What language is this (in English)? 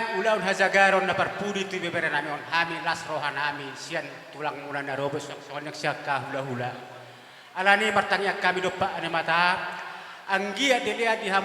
Batak Toba